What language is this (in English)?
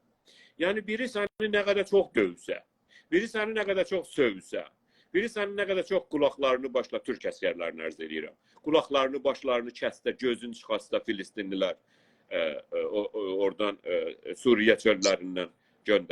South Azerbaijani